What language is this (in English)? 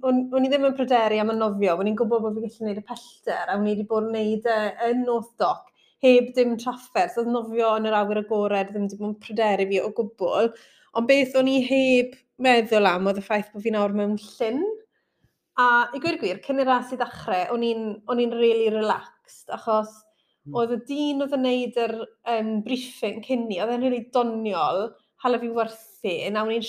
Welsh